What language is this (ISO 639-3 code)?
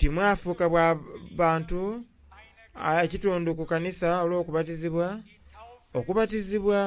xog